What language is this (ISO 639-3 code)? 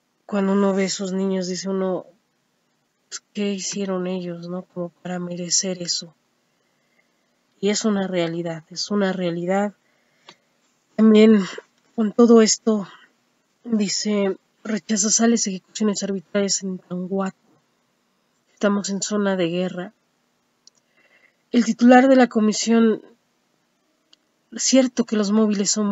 spa